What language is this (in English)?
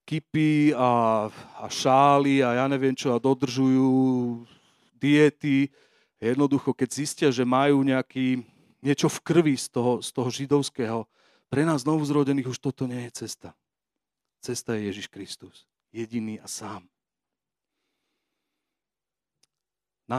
Slovak